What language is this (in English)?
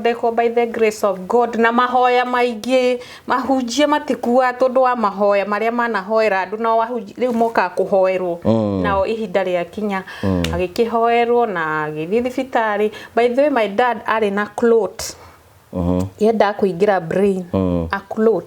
Kikuyu